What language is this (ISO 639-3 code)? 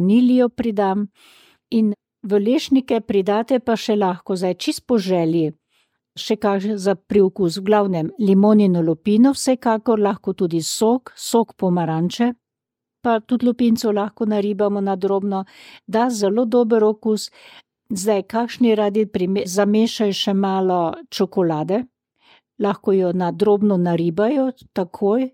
slv